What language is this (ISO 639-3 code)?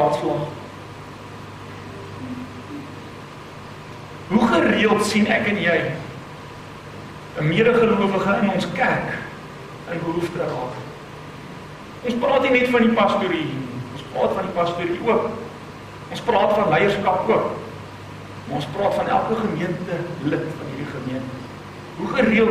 afr